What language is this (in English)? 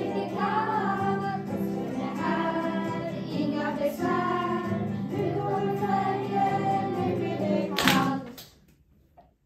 Swedish